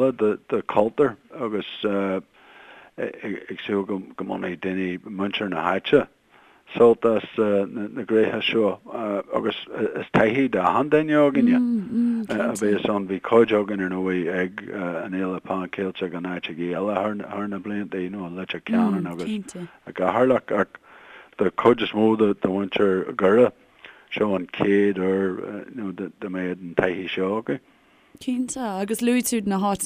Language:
Irish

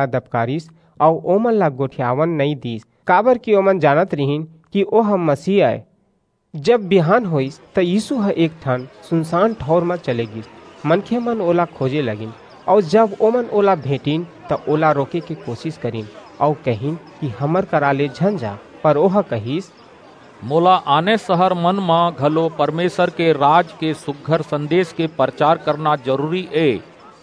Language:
Chhattisgarhi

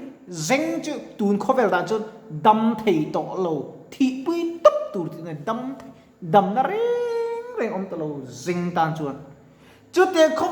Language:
Mizo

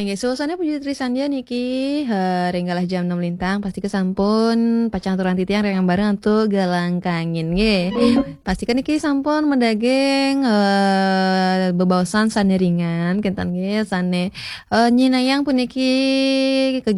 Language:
Balinese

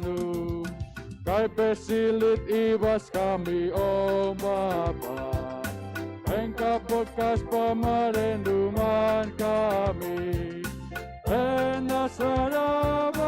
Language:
Batak Karo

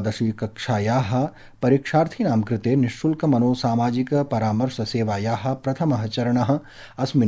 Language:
Sanskrit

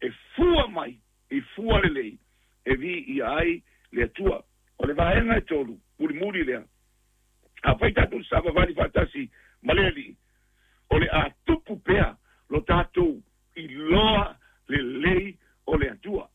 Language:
Samoan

